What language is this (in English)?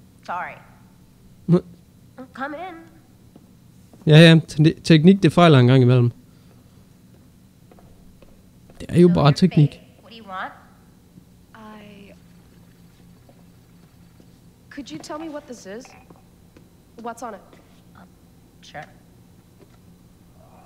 Danish